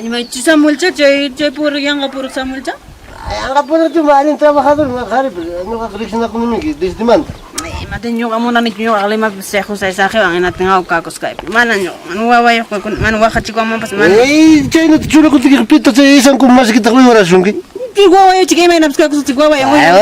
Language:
Ayacucho Quechua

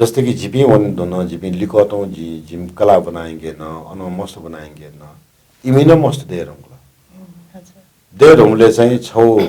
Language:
Newari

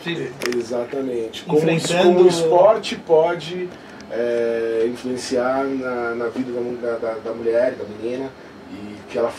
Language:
Portuguese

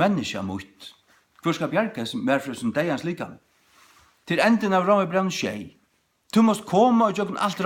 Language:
Faroese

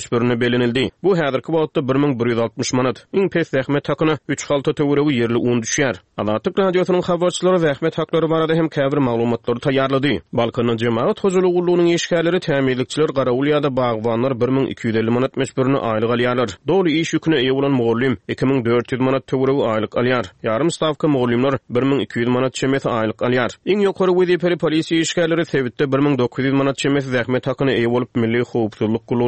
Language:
Turkmen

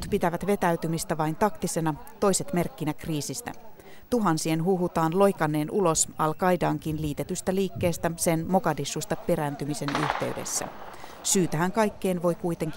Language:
Finnish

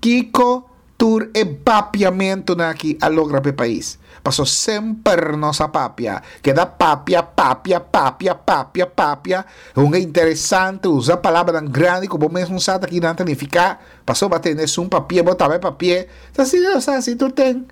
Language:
Papiamento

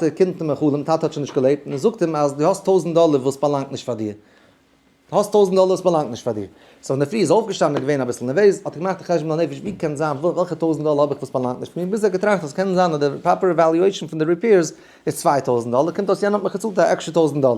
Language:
Yiddish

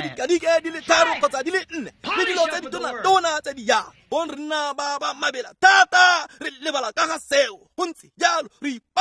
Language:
Tswana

